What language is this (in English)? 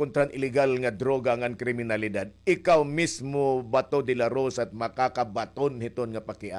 Waray